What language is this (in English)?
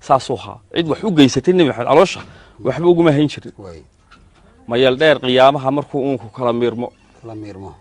Somali